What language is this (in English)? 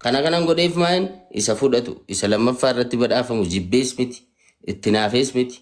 Oromo